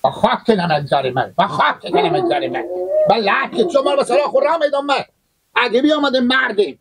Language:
Persian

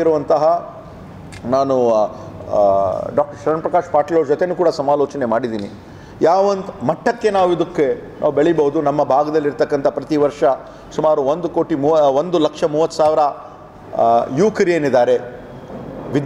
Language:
Kannada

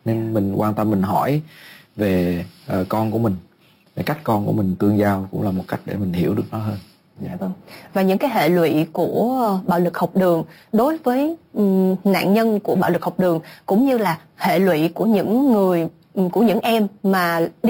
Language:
Vietnamese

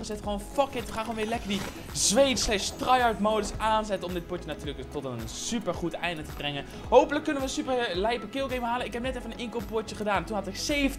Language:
Dutch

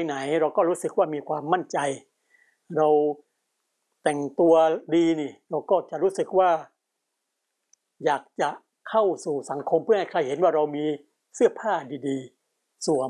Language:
Thai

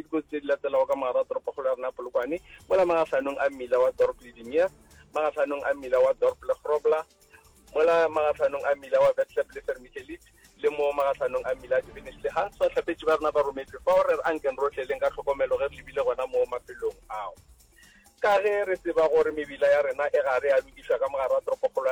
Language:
Northern Sotho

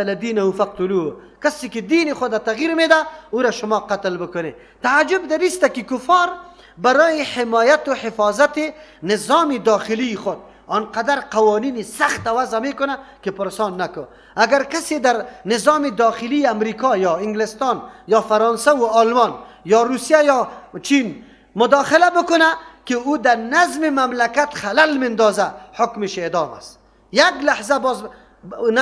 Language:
Persian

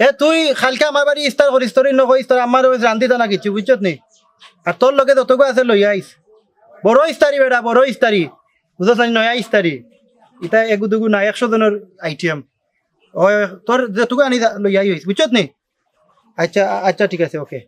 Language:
Sylheti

